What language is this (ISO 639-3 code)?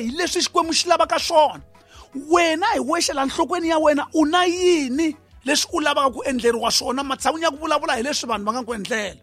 tso